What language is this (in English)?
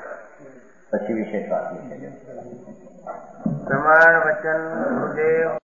Gujarati